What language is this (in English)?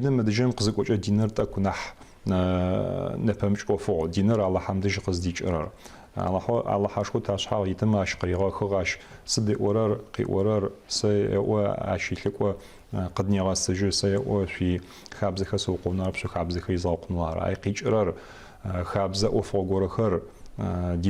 Adyghe